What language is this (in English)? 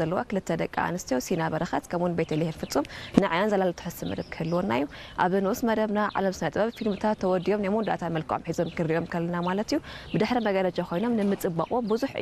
Tigrinya